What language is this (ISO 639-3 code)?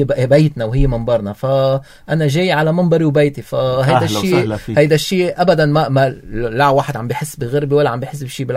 apc